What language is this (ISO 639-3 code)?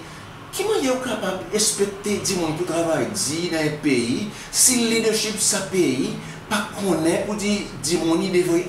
crs